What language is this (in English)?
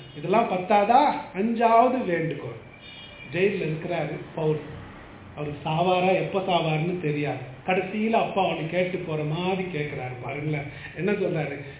Tamil